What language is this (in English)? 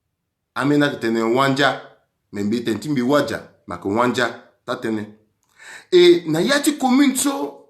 Sango